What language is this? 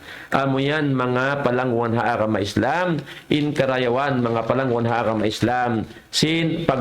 Tausug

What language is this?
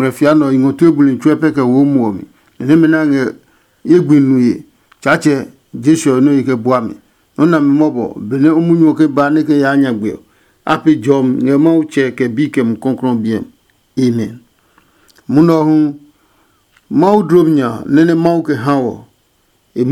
Adangme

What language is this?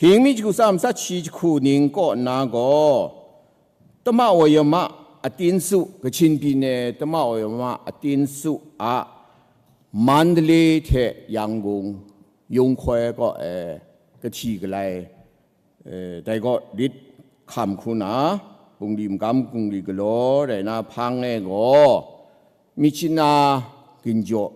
Kachin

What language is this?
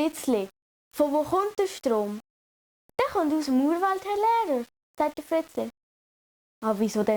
Swiss German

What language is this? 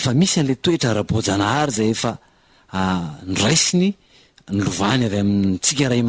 Malagasy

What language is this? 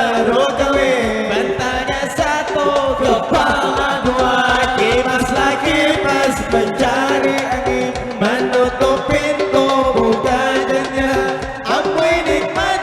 Banjar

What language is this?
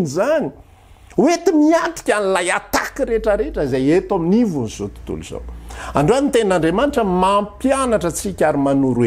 Malagasy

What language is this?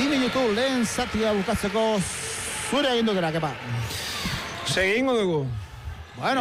Basque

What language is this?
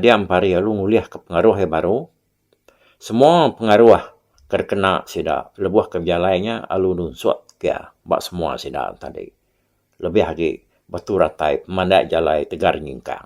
Iban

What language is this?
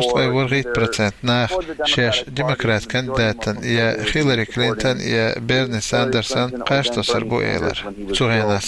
Chechen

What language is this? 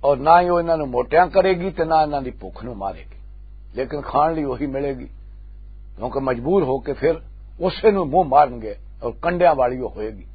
Western Panjabi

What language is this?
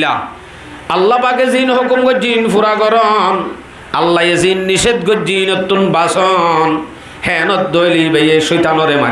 Rohingya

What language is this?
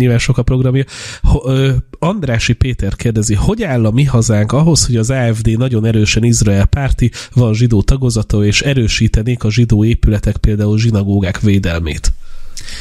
Hungarian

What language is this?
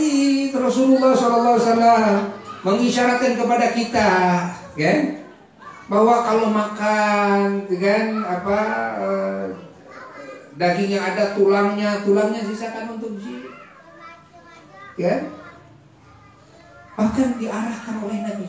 Indonesian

